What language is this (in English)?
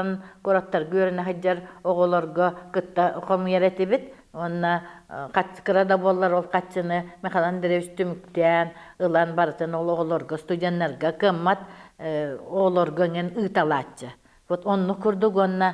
Yakut